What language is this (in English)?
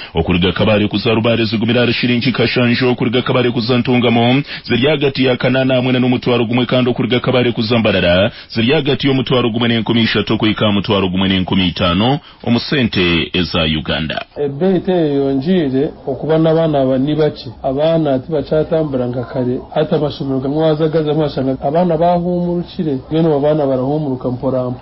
Nyankole